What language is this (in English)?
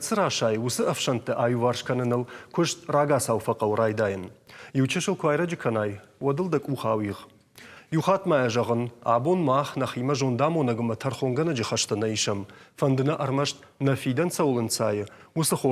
Ossetic